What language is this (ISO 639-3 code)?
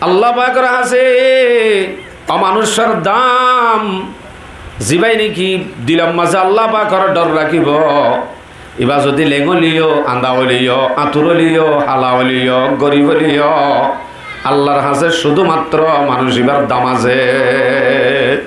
rhg